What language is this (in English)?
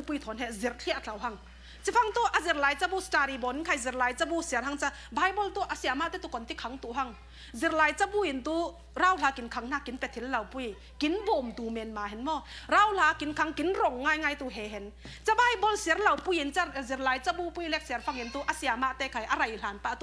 Falam Chin